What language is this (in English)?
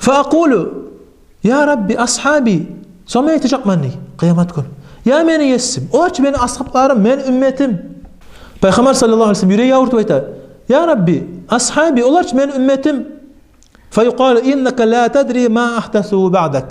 Kumyk